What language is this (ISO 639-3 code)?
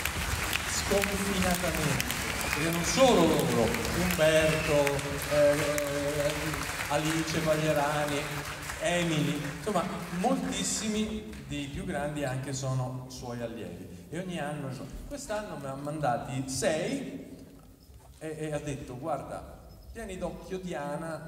ita